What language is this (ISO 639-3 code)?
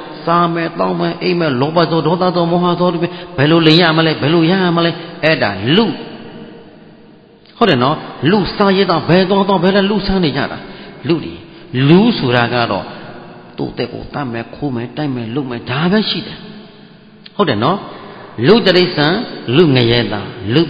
mya